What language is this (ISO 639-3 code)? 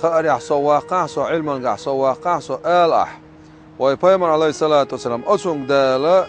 che